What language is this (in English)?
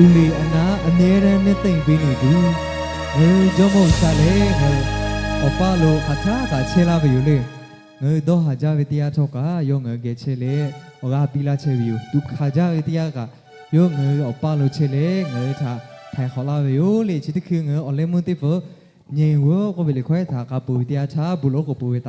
Lahu